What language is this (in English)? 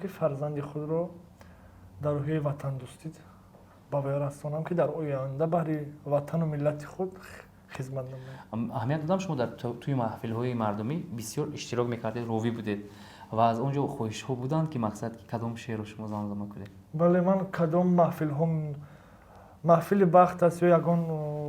Tajik